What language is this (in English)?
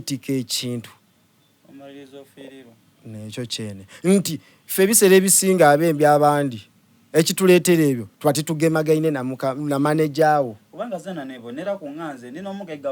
Soga